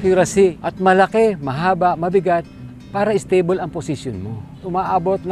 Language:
Filipino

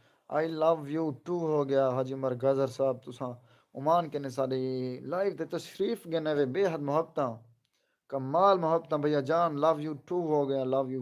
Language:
Saraiki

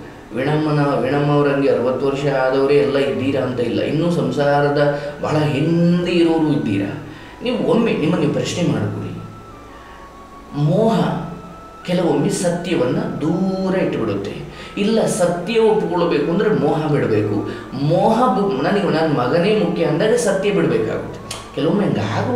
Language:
Kannada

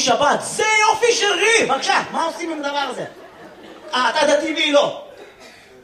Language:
Hebrew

